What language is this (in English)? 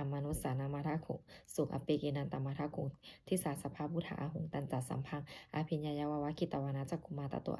Pali